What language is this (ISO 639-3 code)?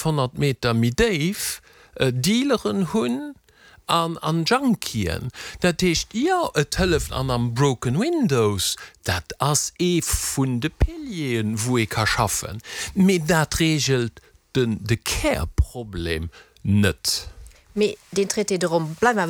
ltz